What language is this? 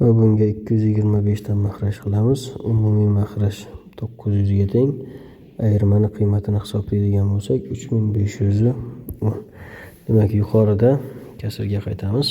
Uzbek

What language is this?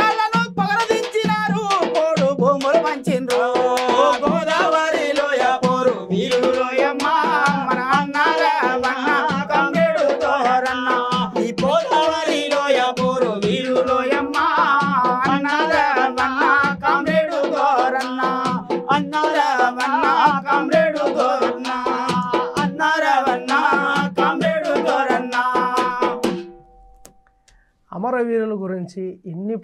Telugu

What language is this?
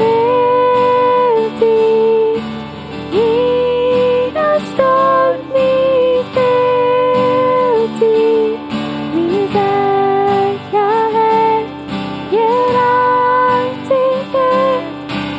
Plautdietsch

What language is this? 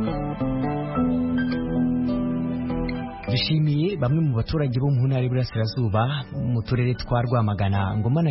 Kinyarwanda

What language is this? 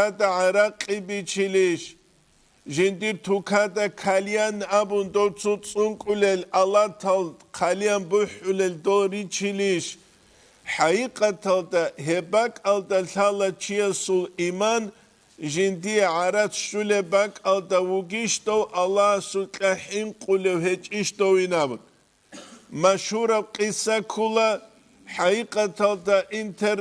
Avaric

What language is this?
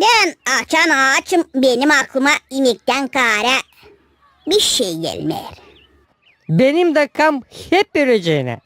Gagauz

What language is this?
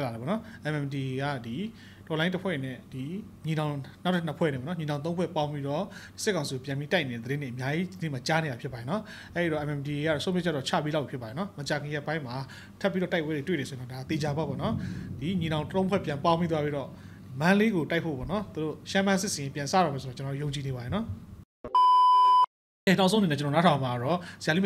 Burmese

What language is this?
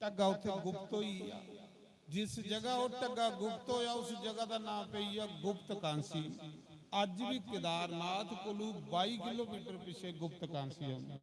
Dogri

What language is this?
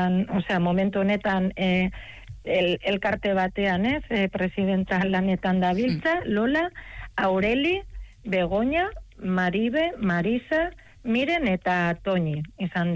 Basque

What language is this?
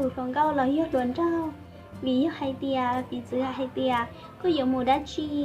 Hmong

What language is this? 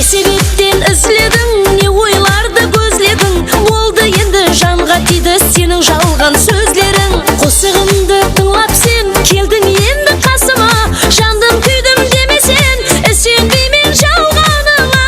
Kara-Kalpak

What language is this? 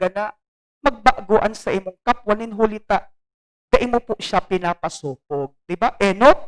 Bikol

